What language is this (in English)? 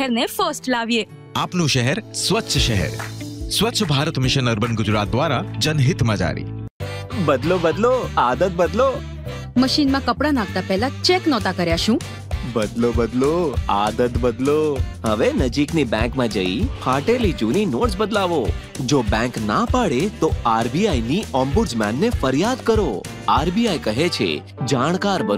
Gujarati